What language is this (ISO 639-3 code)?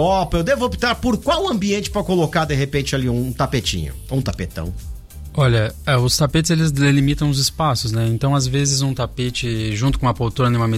por